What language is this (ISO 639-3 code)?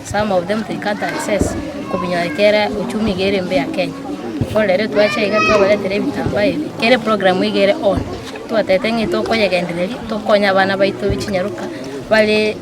guz